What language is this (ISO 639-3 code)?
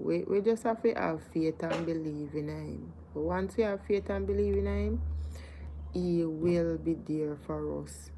jam